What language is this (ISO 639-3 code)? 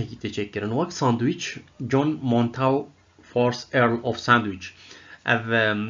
kur